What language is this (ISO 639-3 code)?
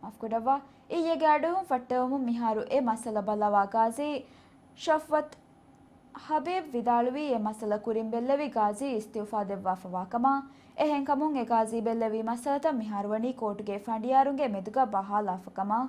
div